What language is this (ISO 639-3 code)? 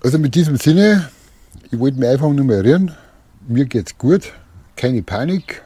bar